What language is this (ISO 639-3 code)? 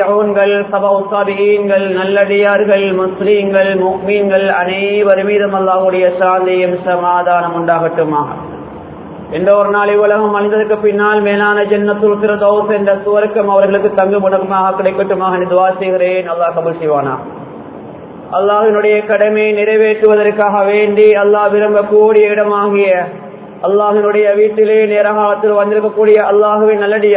tam